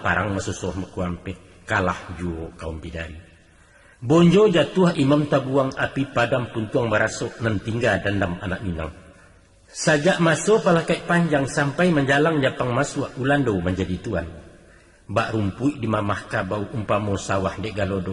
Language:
Minangkabau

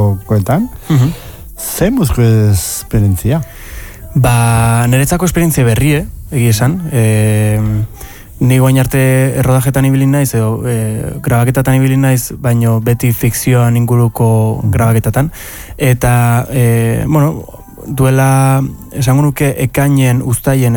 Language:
Basque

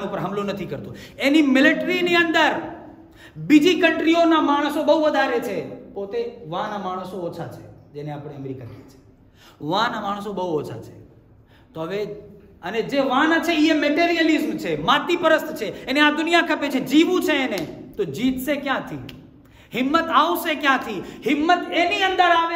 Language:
Gujarati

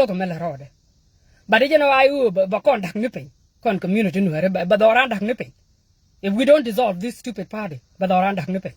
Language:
Nuer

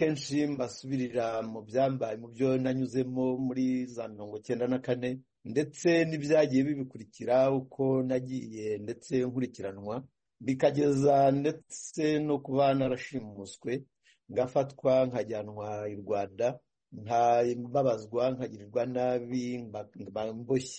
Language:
Kinyarwanda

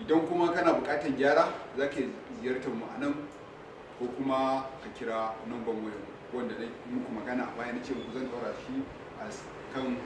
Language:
Hausa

